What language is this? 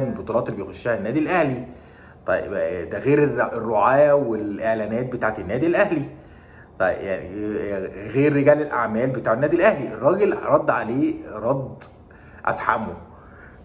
Egyptian Arabic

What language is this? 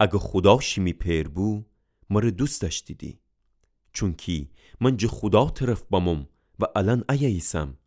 Gilaki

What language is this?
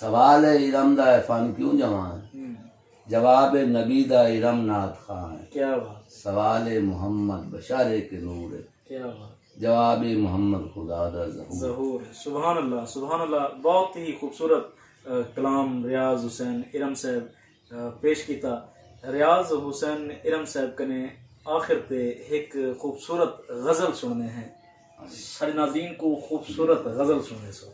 Saraiki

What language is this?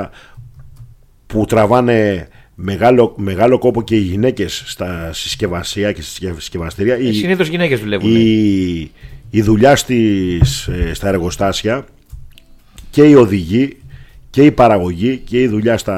Greek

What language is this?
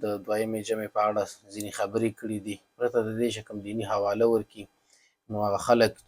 Pashto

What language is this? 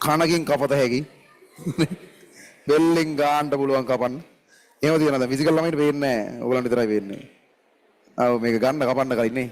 Sinhala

